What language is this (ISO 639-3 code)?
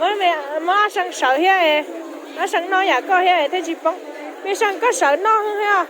hmn